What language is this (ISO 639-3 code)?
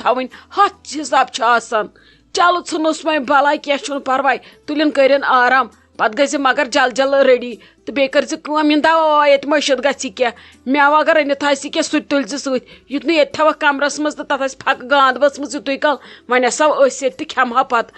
kas